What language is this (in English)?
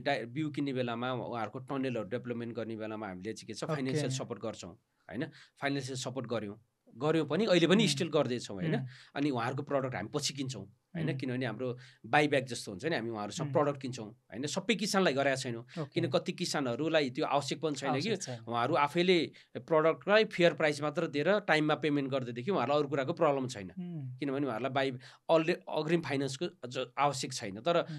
Nepali